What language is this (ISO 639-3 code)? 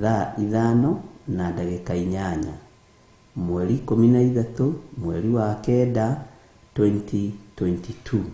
kik